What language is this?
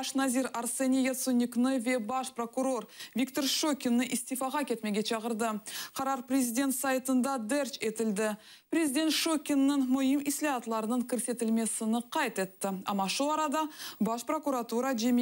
Crimean Tatar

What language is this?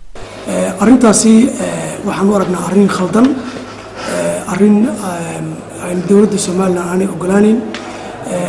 Somali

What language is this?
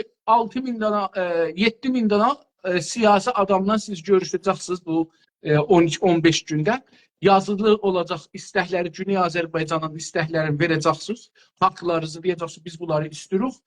South Azerbaijani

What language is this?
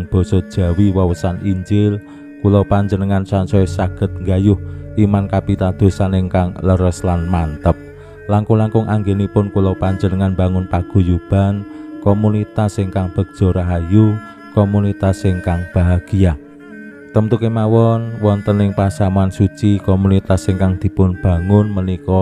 Javanese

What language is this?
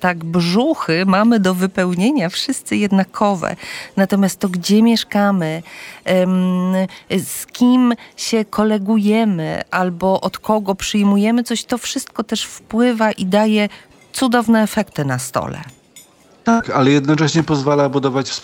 Polish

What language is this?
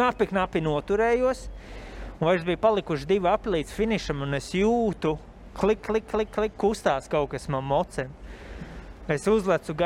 Latvian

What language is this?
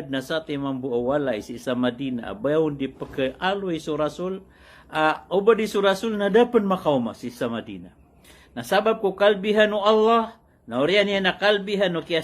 Maranao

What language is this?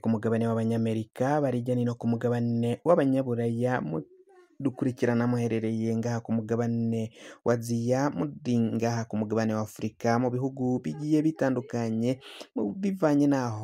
Rundi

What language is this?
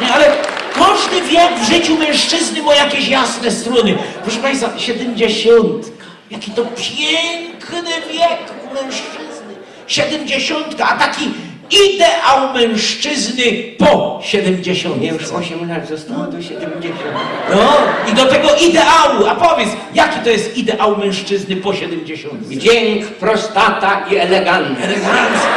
Silesian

